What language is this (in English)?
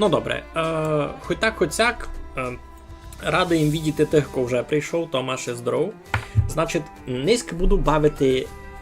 Rusyn